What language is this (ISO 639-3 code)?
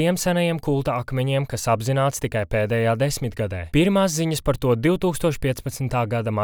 lav